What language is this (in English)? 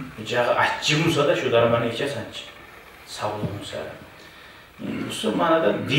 Kumyk